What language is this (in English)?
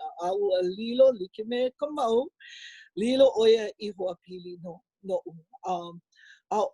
Hawaiian